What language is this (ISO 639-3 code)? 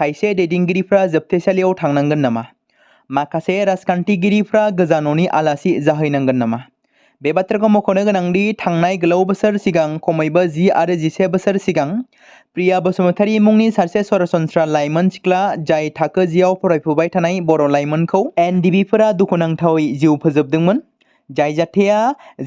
brx